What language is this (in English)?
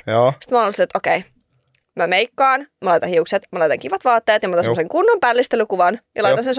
Finnish